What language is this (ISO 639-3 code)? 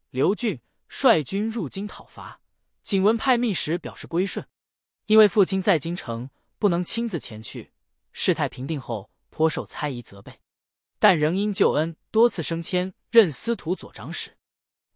zho